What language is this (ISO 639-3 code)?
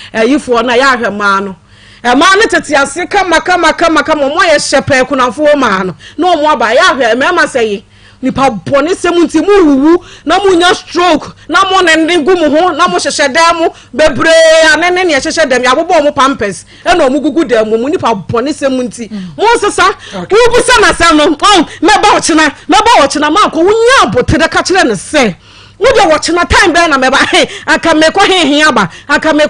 aka